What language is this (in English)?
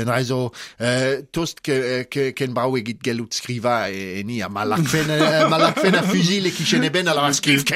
Breton